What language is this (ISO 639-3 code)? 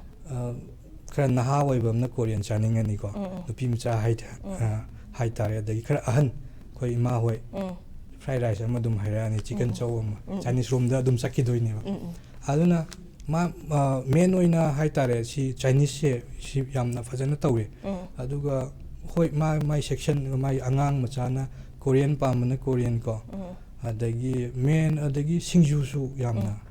mni